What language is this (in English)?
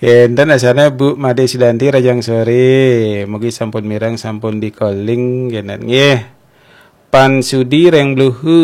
Balinese